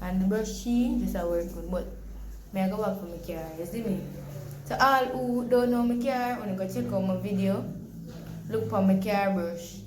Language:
Jamaican Creole English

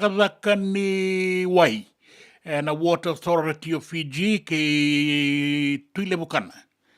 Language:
Fijian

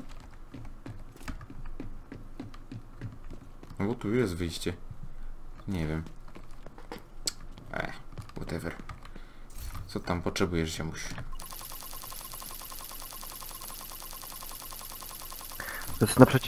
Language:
Polish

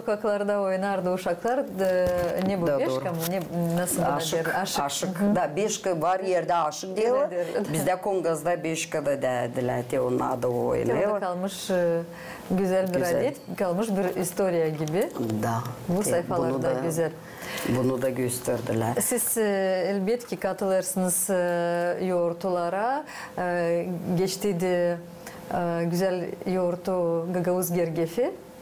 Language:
Gagauz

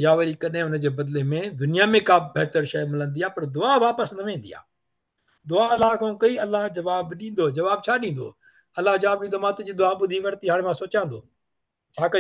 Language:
Sindhi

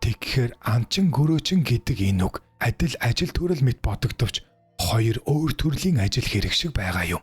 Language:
Mongolian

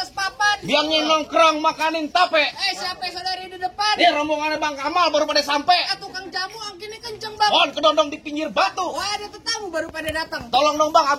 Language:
Betawi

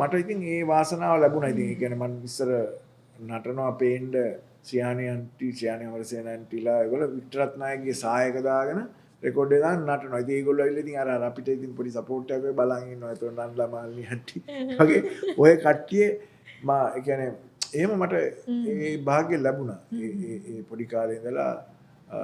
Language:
Sinhala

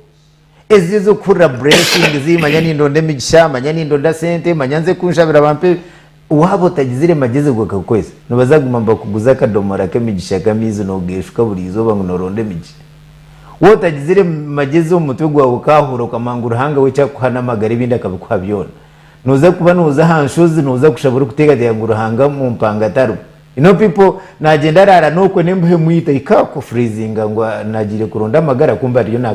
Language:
Nyankole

